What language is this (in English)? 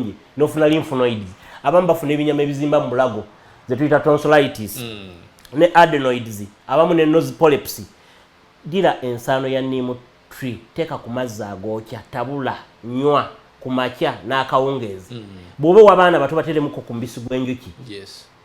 Ganda